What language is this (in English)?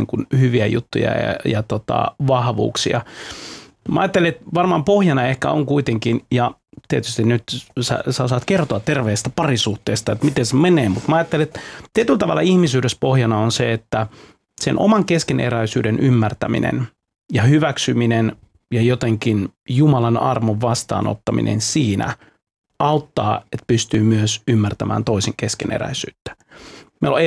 Finnish